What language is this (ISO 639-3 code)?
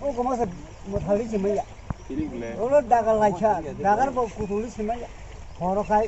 trp